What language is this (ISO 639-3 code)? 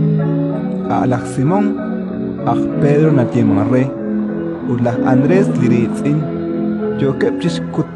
kek